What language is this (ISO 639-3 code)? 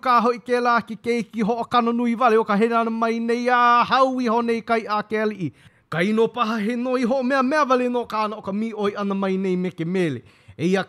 haw